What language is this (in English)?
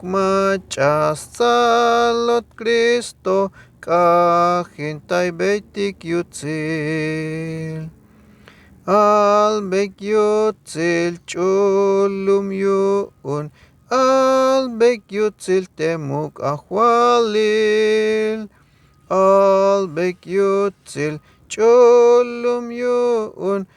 Tzeltal